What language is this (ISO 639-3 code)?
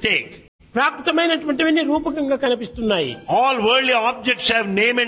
tel